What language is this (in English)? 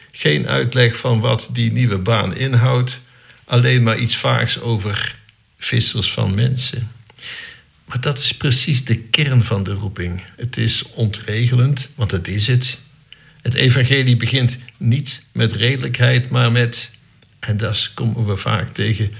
Dutch